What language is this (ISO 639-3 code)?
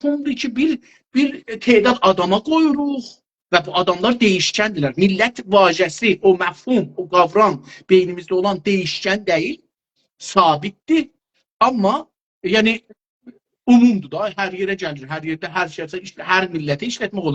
azb